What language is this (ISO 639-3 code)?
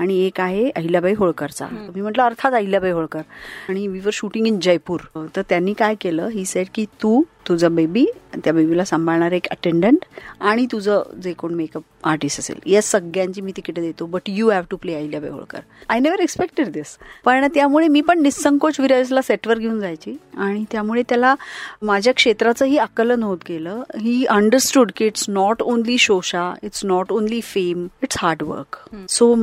mar